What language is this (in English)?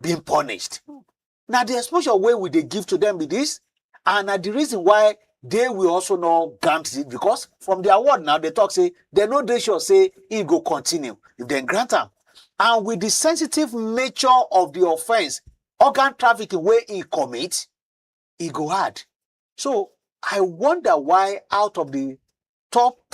Nigerian Pidgin